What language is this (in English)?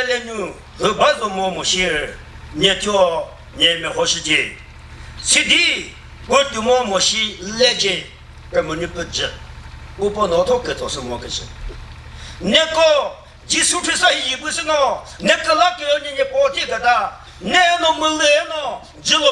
Chokri Naga